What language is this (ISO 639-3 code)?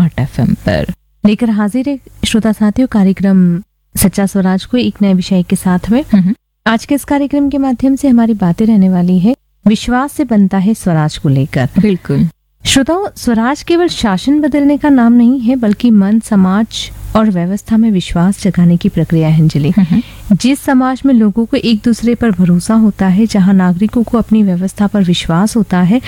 hin